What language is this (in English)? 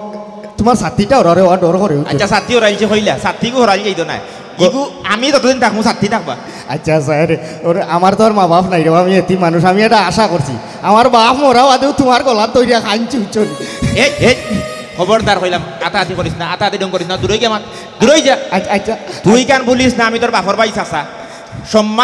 Sylheti